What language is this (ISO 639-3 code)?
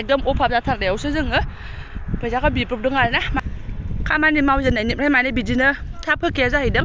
brx